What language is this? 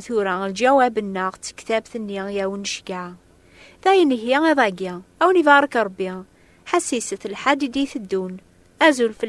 Kabyle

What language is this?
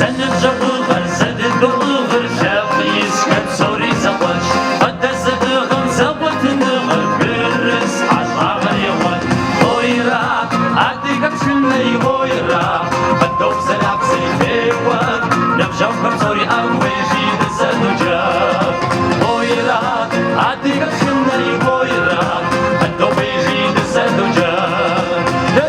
Kabardian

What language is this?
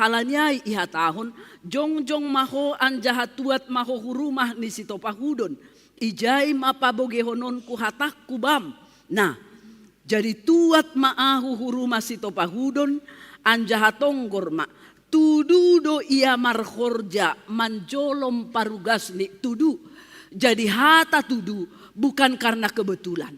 Batak Simalungun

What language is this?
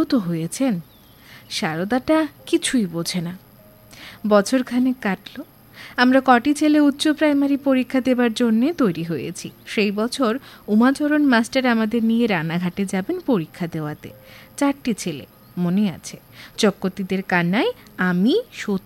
Bangla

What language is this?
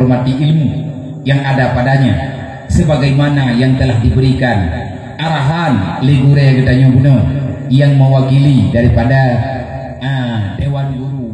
Achinese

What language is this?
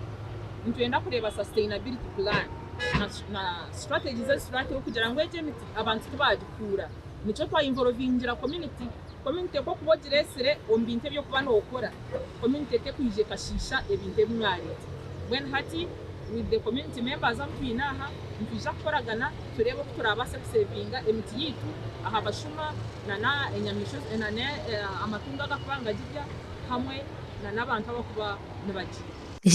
Nyankole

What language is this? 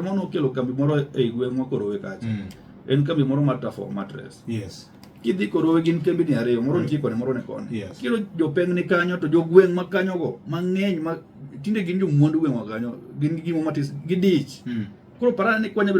Luo (Kenya and Tanzania)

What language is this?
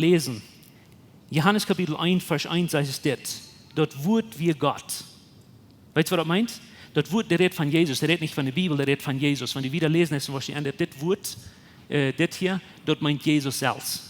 Plautdietsch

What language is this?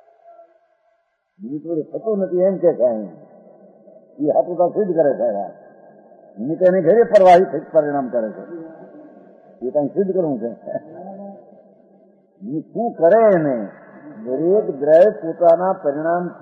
Gujarati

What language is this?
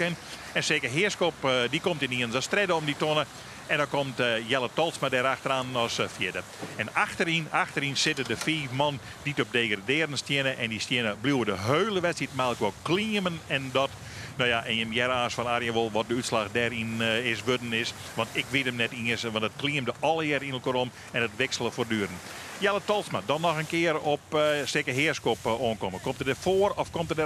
Western Frisian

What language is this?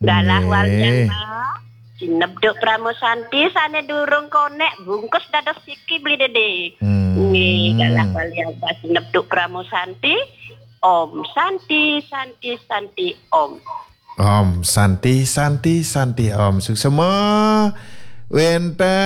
Balinese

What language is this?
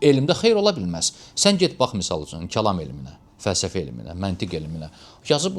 Azerbaijani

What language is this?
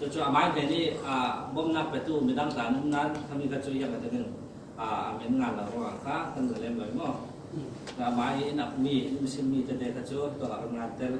Falam Chin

